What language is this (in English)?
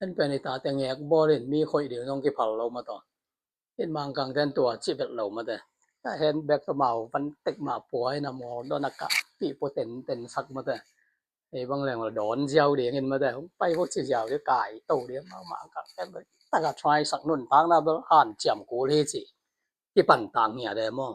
Tedim Chin